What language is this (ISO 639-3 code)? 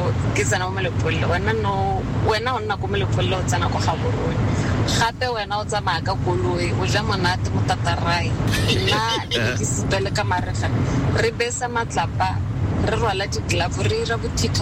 tsn